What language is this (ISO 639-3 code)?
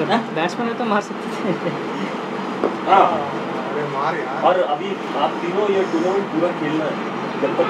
hin